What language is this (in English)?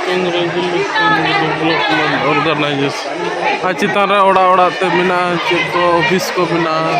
Santali